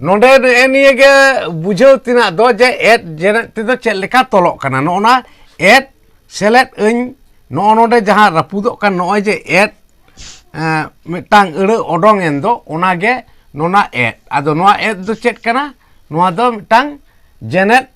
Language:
Santali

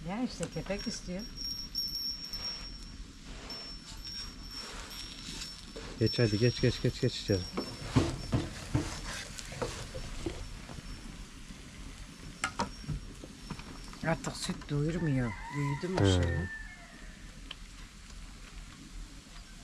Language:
Turkish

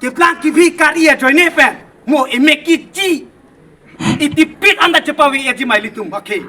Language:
Karbi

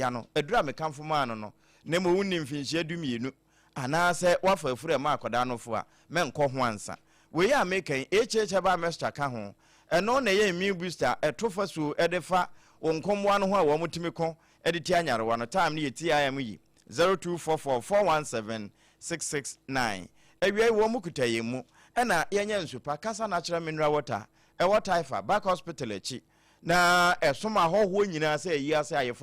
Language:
Akan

